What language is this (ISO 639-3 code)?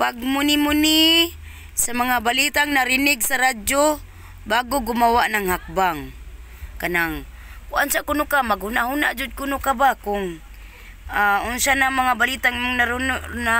ceb